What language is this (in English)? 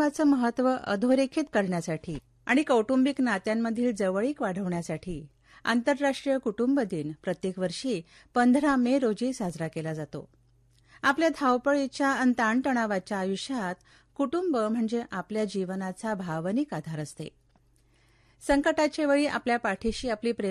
Marathi